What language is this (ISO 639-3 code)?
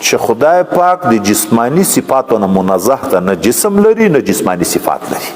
pus